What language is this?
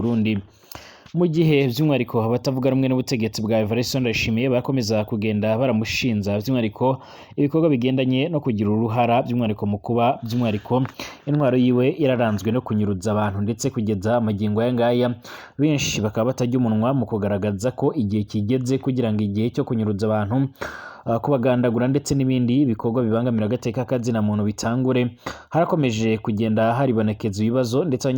Rundi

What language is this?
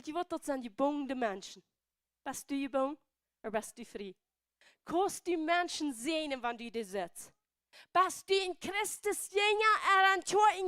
Plautdietsch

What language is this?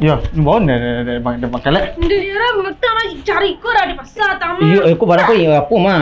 Minangkabau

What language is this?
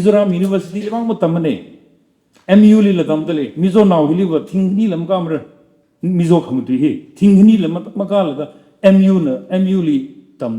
Tangkhul Naga (India)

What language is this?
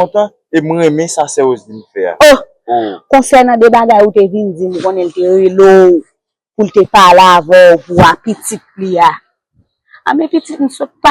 Haitian Creole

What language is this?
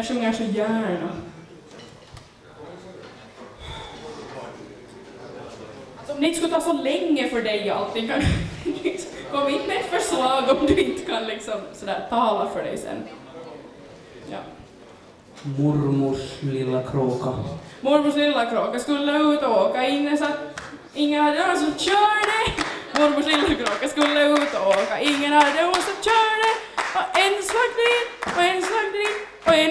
Swedish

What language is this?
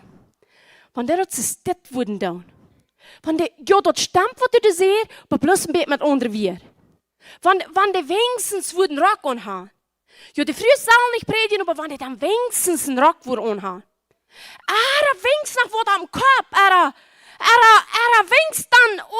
Plautdietsch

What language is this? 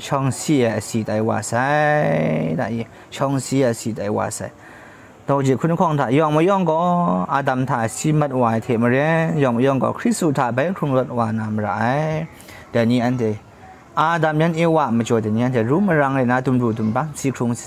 Kachin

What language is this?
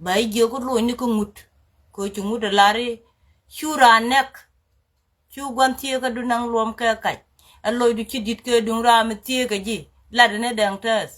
Nuer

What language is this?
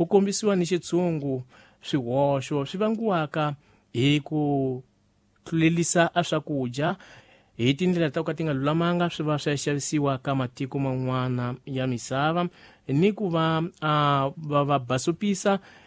Tsonga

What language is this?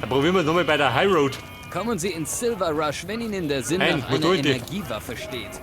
Bavarian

